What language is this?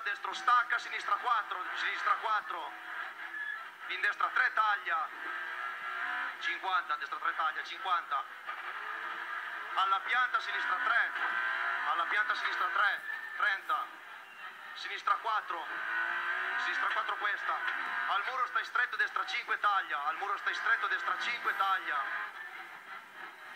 Italian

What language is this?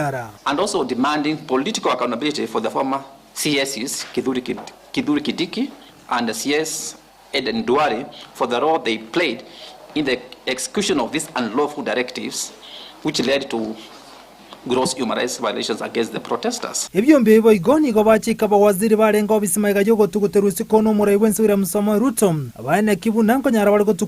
Gusii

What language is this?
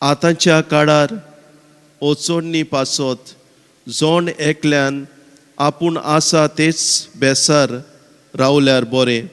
Konkani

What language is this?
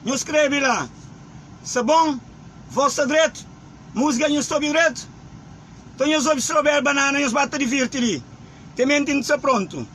Kabuverdianu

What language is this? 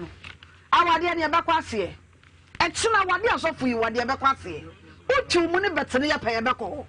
Akan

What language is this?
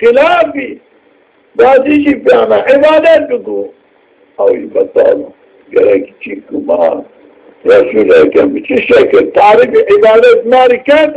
Zaza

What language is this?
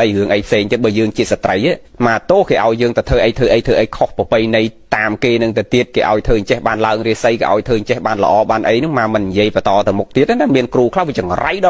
Khmer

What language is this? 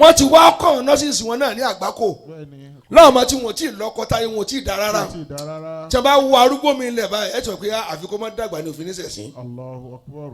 Yoruba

